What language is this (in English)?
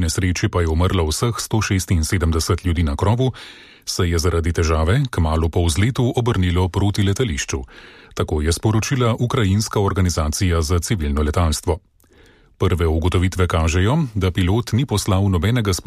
Slovenian